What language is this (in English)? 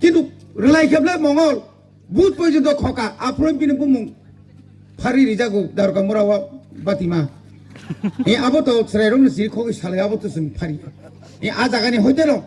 Kok Borok